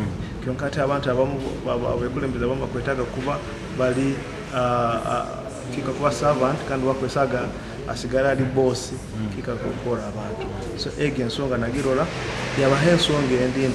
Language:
Nyoro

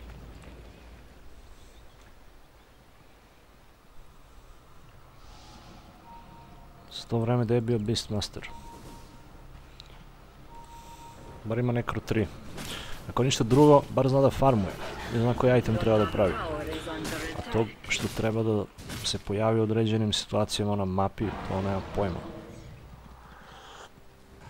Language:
Serbian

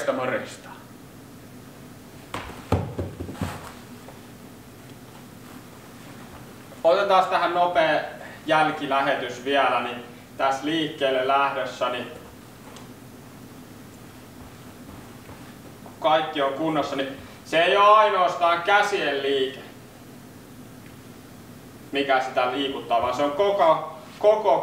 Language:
Finnish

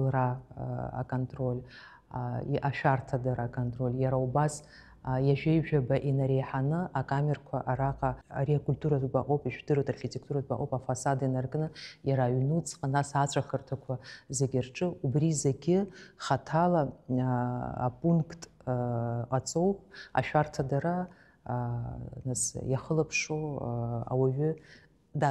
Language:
Abkhazian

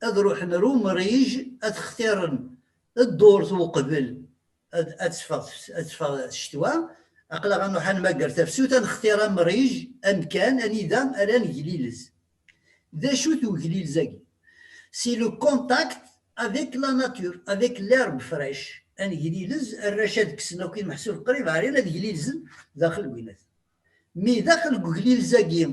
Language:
Kabyle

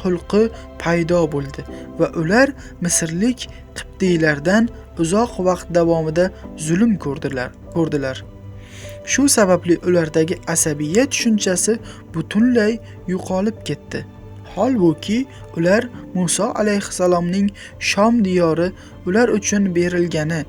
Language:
Uzbek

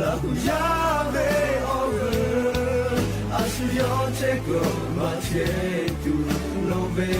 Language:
Lahu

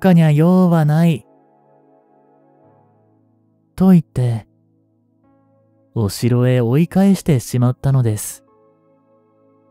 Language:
Japanese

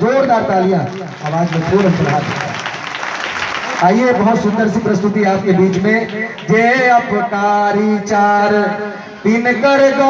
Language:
Chhattisgarhi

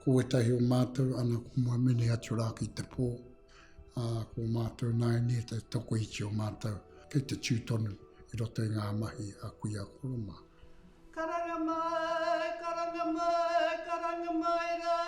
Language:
Māori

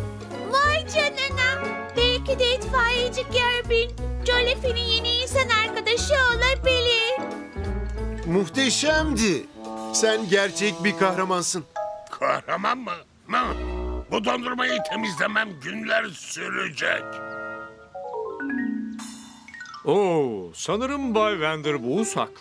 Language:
Turkish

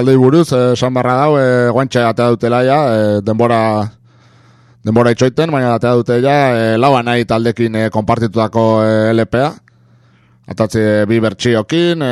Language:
Basque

